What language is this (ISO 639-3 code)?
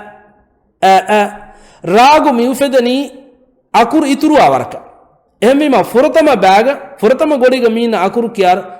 div